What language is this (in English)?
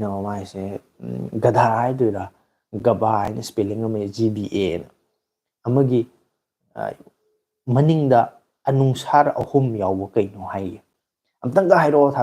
Manipuri